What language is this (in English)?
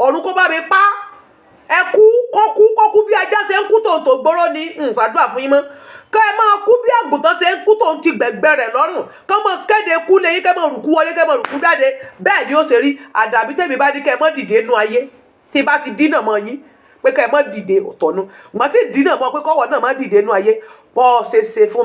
Yoruba